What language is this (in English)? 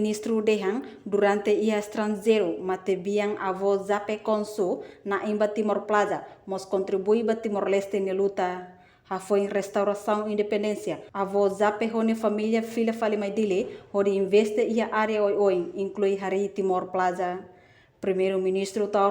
Tetum